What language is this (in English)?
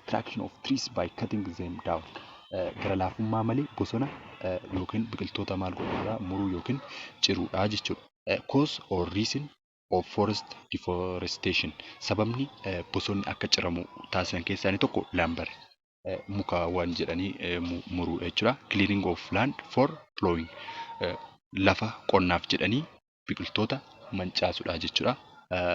Oromo